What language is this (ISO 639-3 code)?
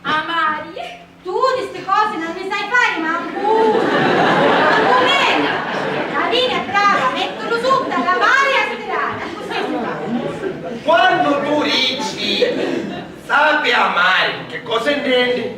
scn